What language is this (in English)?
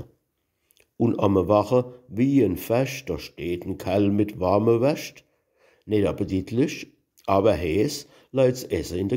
Palatine German